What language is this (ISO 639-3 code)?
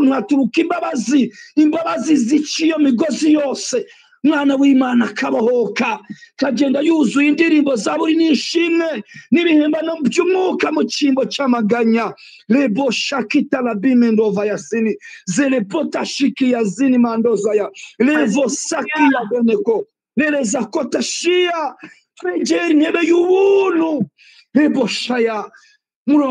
kin